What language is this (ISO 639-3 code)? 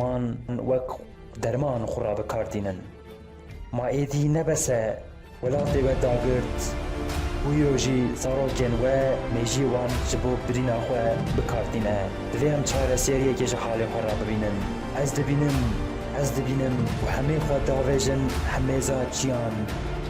kur